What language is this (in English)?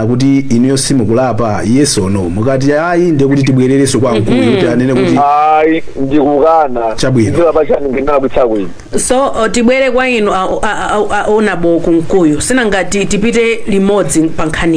Nyanja